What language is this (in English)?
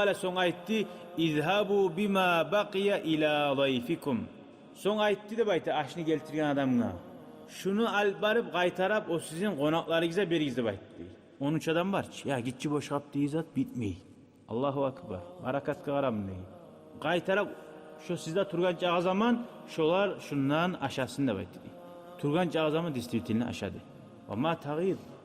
Kumyk